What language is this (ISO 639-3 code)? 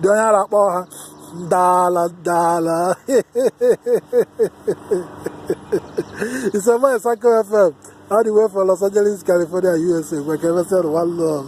ibo